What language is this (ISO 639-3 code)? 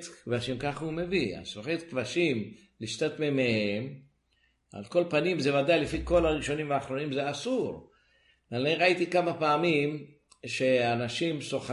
heb